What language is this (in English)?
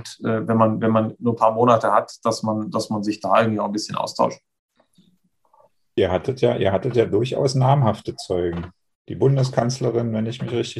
German